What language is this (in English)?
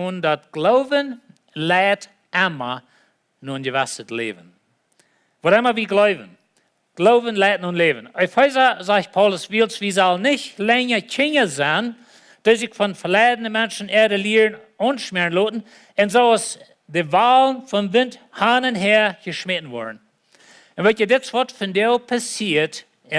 Plautdietsch